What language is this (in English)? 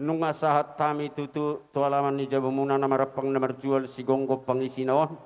Batak Toba